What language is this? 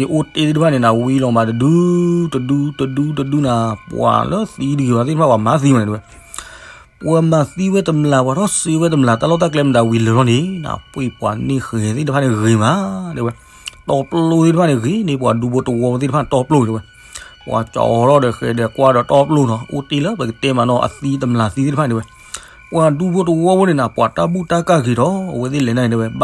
S'gaw Karen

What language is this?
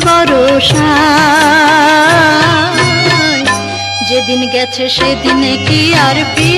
Bangla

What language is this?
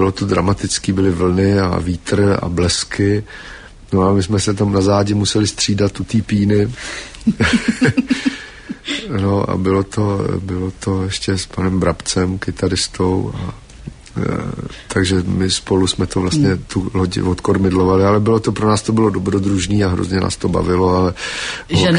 Czech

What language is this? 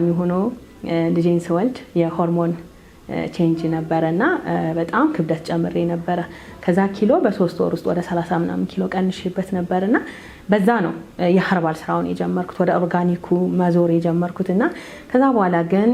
Amharic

